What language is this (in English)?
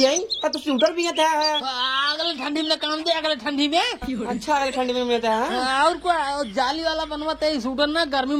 Awadhi